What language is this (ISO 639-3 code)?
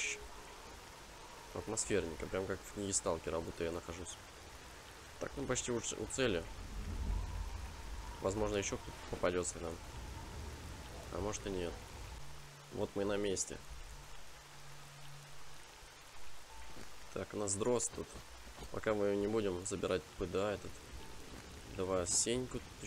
rus